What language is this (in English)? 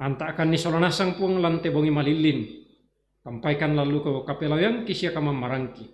Toraja-Sa'dan